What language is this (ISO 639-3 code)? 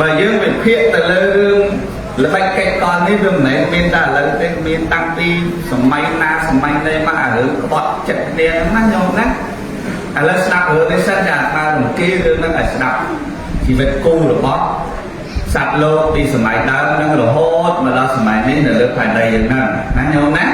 khm